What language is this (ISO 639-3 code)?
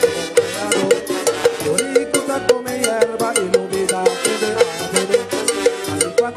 pap